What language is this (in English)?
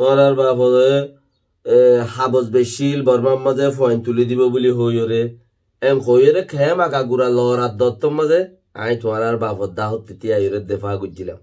Rohingya